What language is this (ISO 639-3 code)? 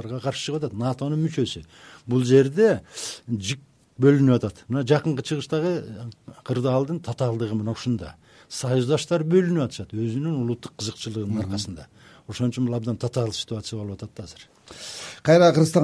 kir